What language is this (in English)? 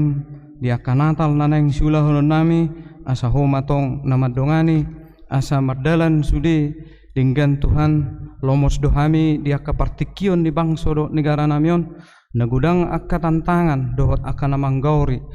Batak Toba